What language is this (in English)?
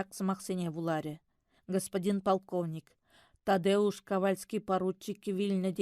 Chuvash